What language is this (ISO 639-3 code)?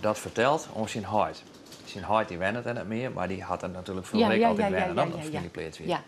fry